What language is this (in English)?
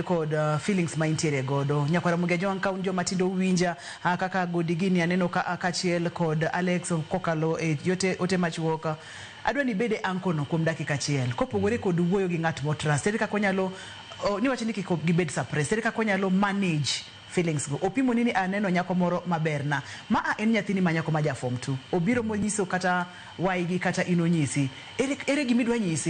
Luo (Kenya and Tanzania)